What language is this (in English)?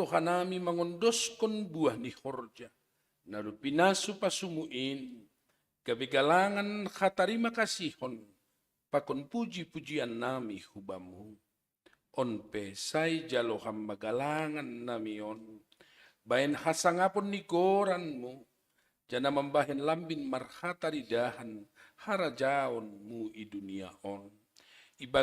Batak Simalungun